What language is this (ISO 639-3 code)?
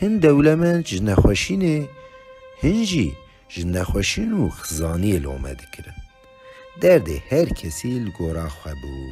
kur